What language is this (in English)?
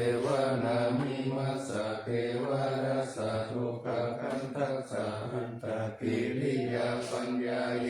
Pali